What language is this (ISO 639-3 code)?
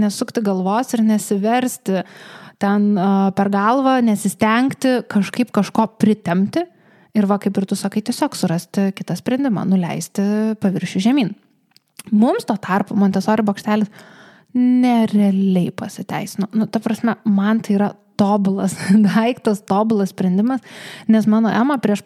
lit